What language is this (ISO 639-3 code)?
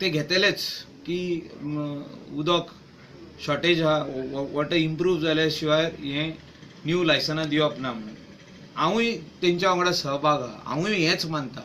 kok